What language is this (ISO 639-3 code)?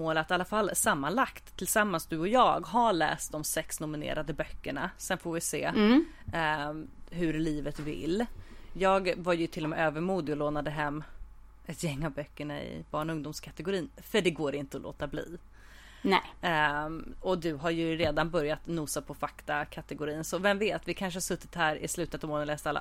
swe